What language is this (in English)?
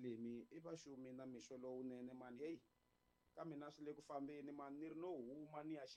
Tsonga